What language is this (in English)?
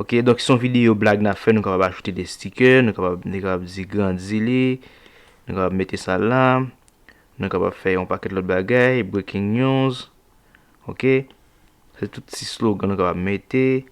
Haitian Creole